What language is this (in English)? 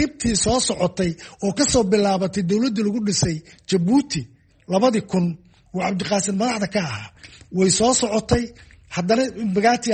Somali